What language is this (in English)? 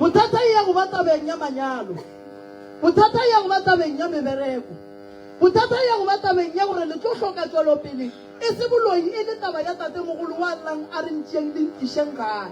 Northern Sotho